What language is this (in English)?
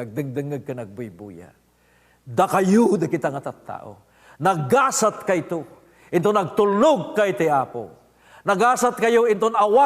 Iloko